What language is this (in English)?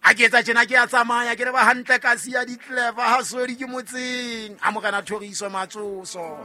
Southern Sotho